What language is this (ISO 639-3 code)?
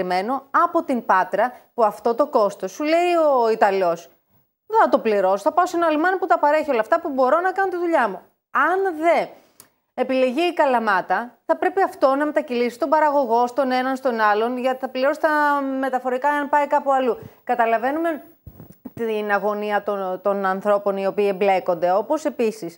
ell